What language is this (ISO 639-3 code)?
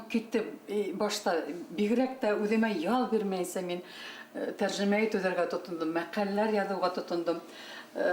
bak